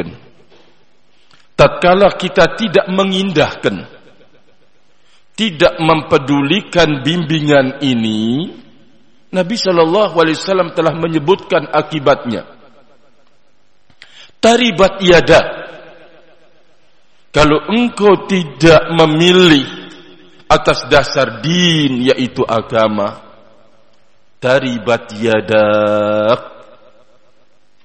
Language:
Indonesian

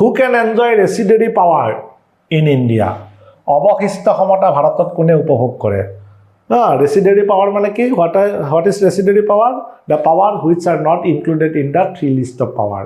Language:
Assamese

